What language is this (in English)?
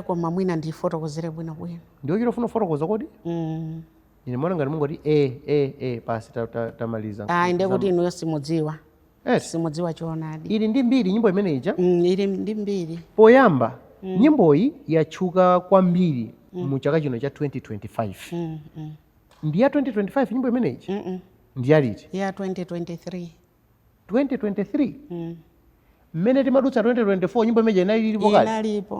Nyanja